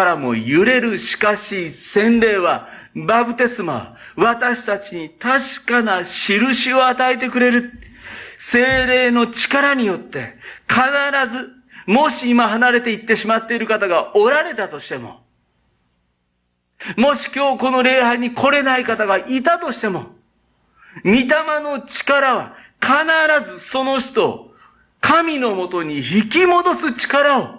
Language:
Japanese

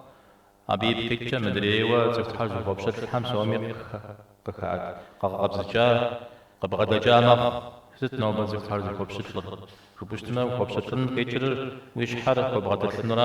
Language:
Kabardian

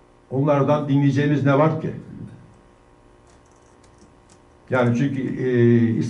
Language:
Turkish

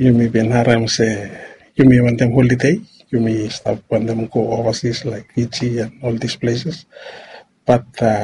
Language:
Bislama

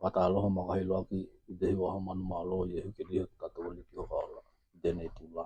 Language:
Tokelau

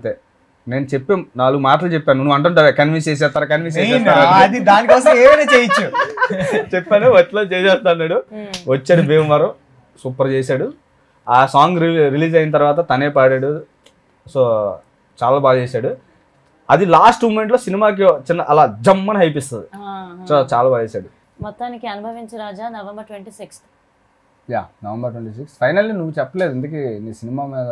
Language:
Telugu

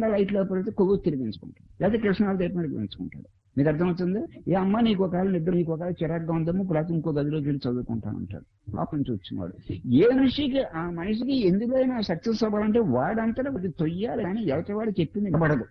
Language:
Telugu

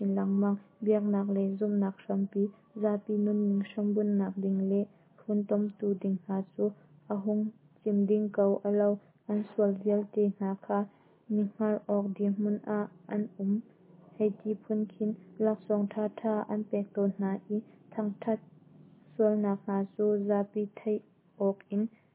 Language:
Hakha Chin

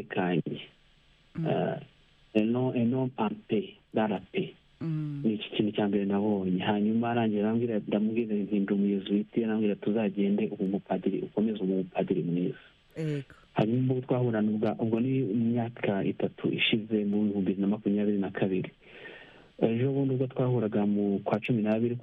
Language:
Kinyarwanda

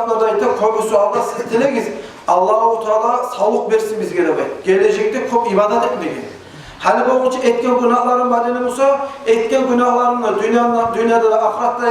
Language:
Kumyk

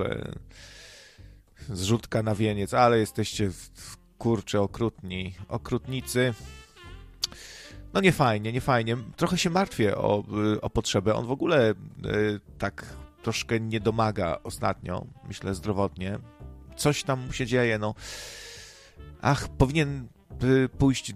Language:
Polish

